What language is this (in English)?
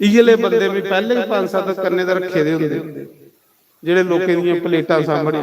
Dogri